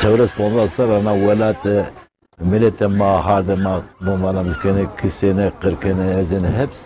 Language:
Zaza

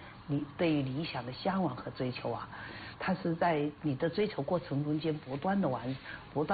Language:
Chinese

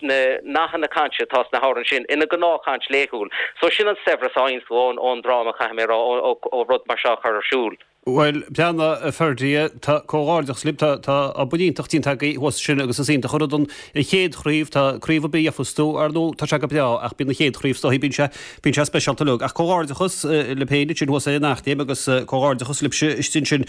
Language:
Irish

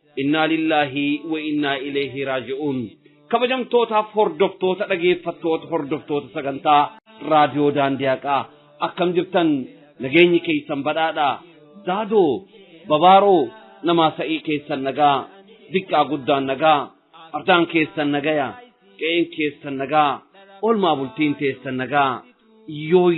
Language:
Oromo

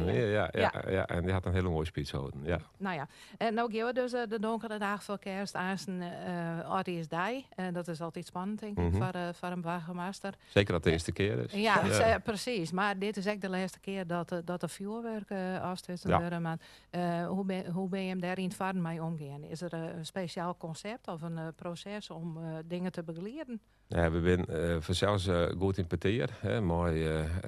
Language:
Western Frisian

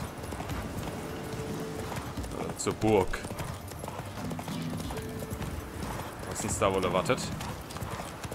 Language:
German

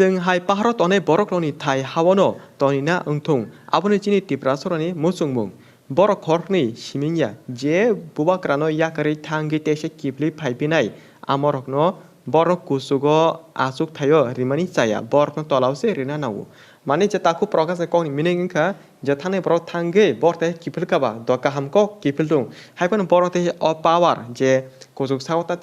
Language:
Kok Borok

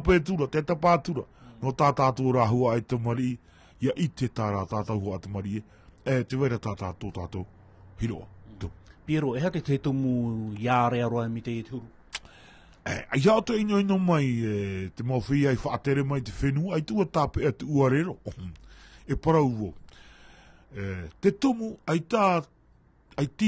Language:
Tahitian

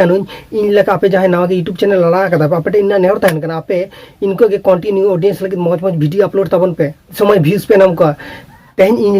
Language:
Santali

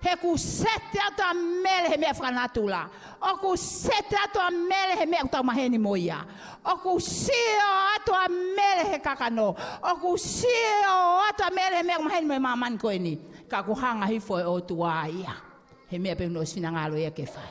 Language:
Tongan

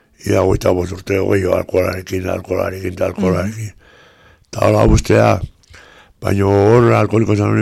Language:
Basque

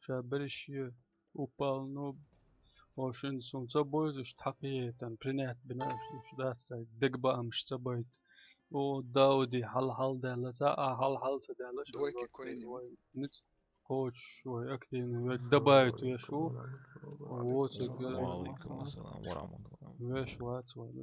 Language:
Chechen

